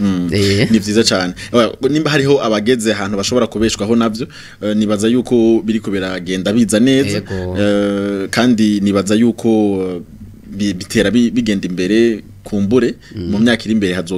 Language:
Rundi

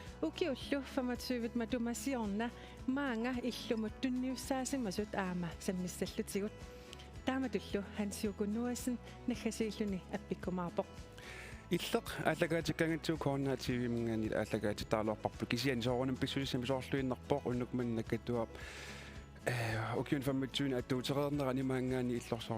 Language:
Kalaallisut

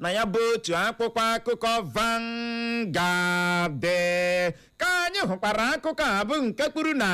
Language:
Igbo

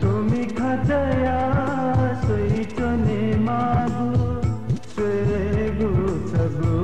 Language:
Newari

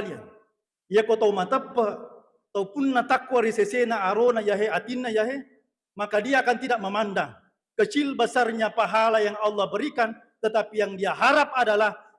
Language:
Buginese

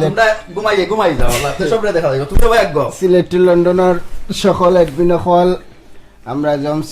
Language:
Sylheti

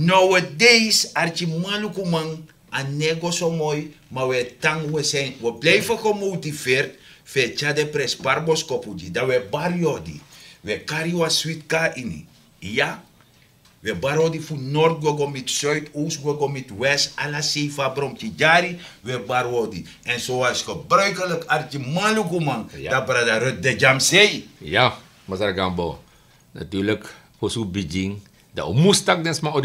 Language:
Sranan Tongo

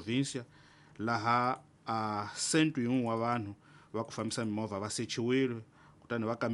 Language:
Tsonga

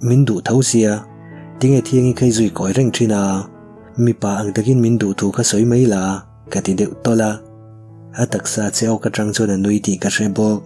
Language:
Mizo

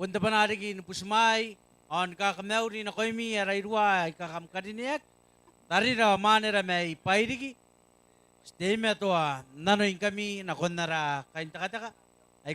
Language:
Gilbertese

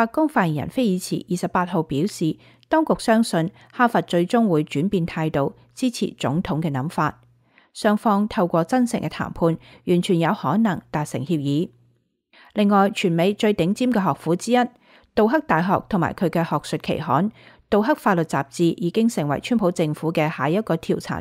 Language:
Cantonese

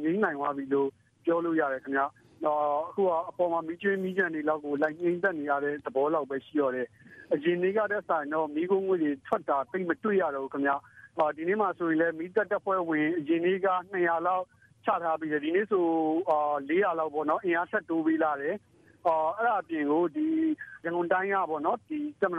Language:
Burmese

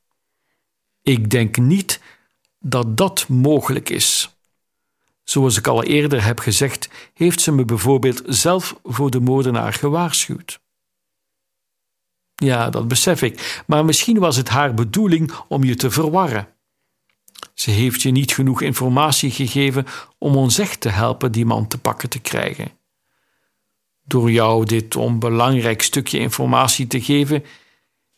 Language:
Dutch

